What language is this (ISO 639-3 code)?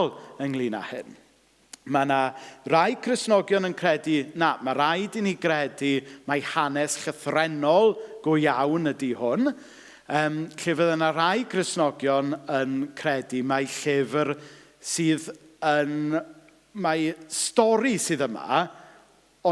cym